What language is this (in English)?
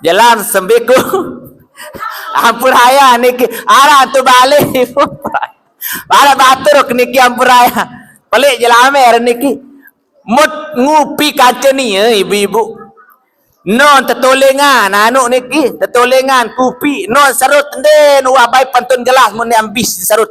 Sasak